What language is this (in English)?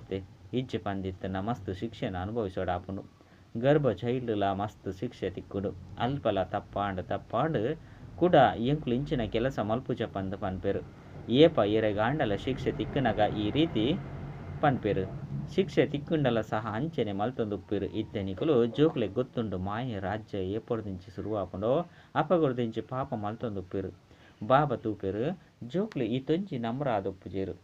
Tulu